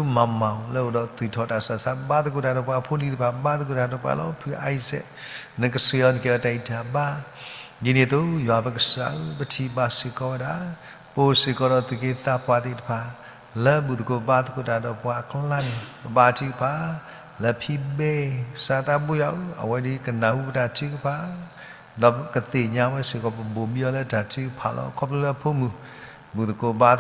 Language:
S'gaw Karen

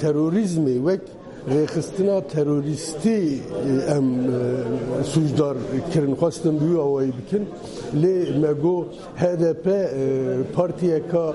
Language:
Kurdish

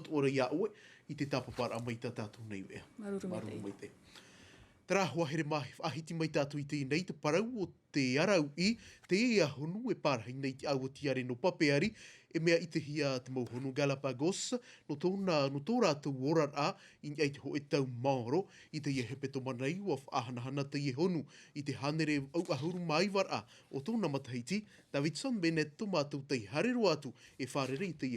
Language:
Tahitian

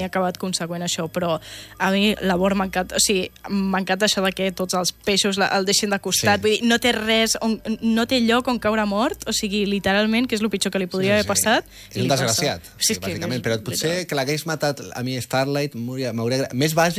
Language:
Catalan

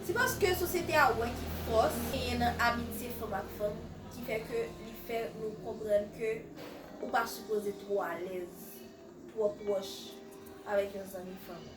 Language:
Haitian Creole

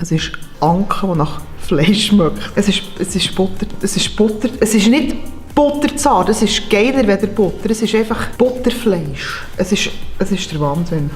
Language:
Swiss German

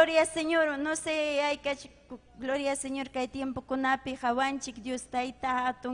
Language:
Ayacucho Quechua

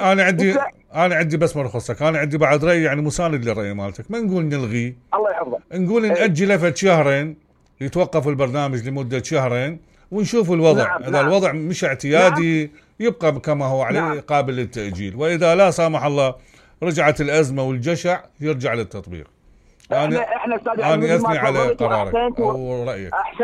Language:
Mesopotamian Arabic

